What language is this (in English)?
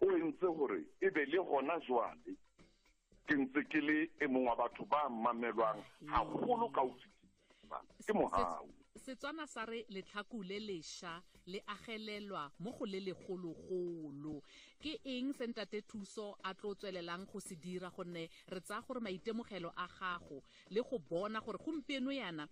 Tswana